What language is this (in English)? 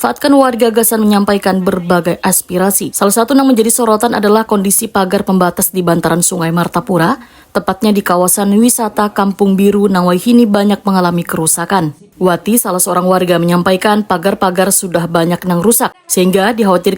Banjar